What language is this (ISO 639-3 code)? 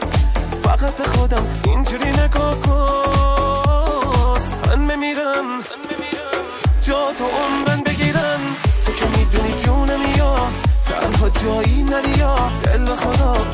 fas